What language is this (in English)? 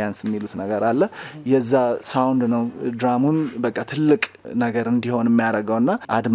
Amharic